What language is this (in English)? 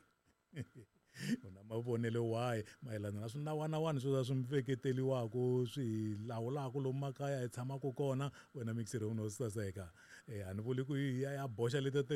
Tsonga